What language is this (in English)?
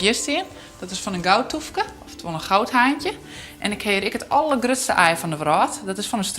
Western Frisian